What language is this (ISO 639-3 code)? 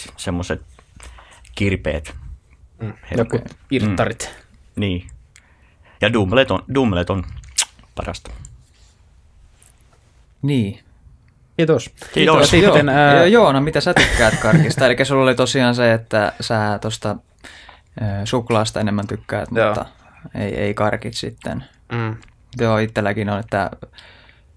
fin